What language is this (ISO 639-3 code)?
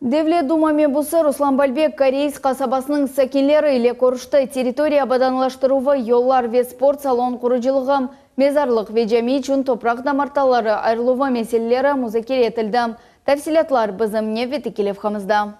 crh